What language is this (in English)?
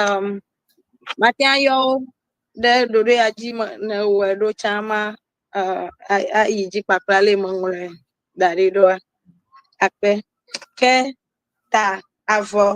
Ewe